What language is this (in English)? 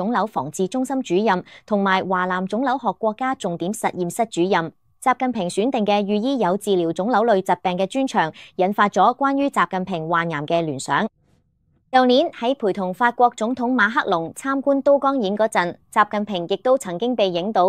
Cantonese